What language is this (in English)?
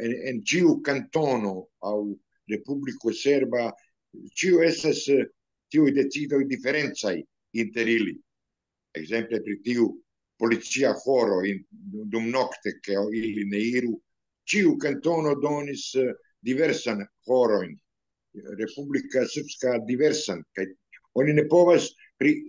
Esperanto